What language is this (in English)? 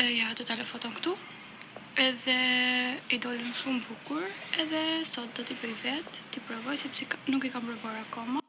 Albanian